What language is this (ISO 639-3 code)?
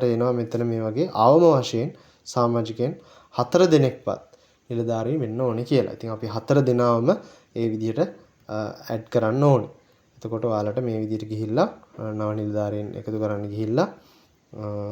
sin